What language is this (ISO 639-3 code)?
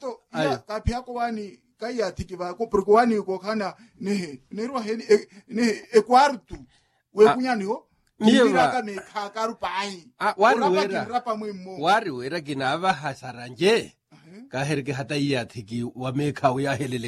vmw